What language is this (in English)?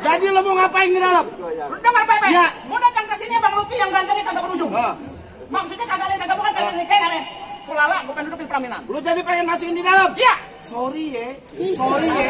Betawi